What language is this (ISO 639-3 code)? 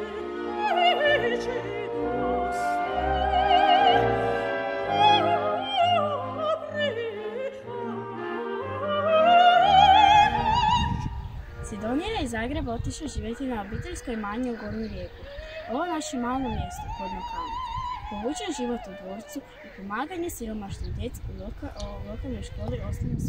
hrv